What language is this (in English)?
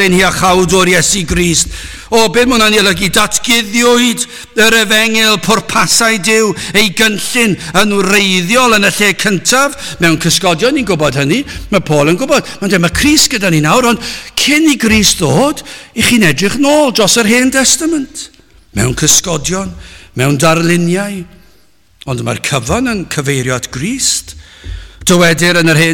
Welsh